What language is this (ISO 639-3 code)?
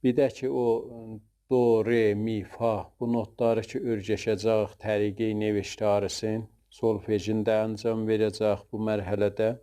azb